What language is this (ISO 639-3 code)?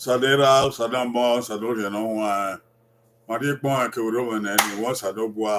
bin